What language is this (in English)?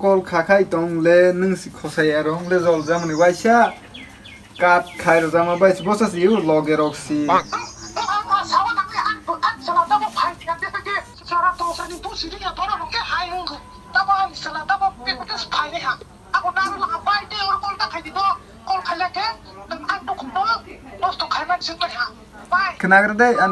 Kok Borok